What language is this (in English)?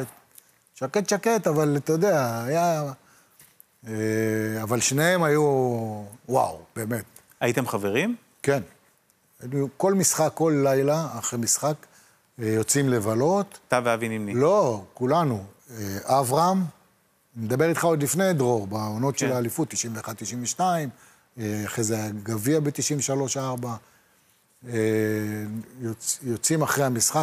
Hebrew